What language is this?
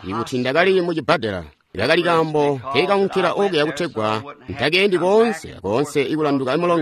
Tonga (Zambia)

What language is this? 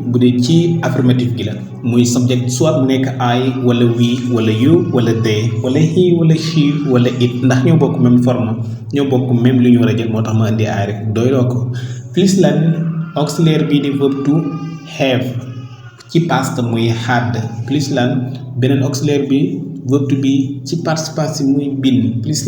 Wolof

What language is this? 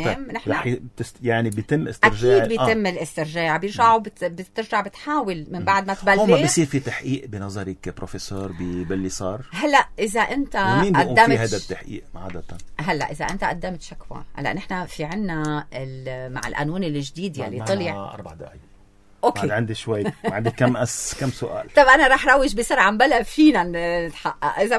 North Levantine Arabic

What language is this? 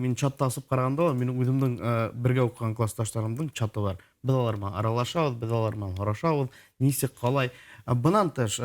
Bashkir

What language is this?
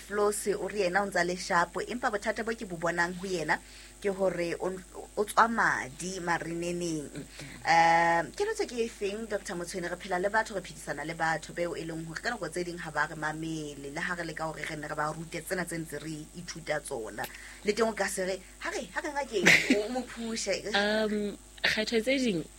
Southern Sotho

